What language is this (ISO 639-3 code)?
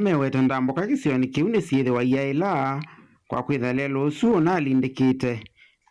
kam